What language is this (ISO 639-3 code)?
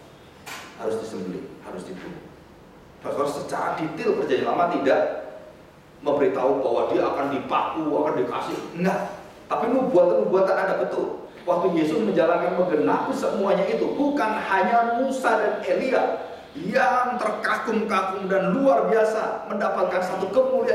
ind